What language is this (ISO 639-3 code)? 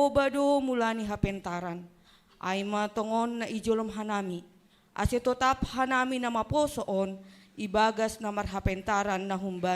bts